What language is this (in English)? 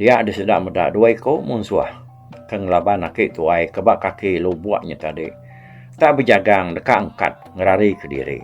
Iban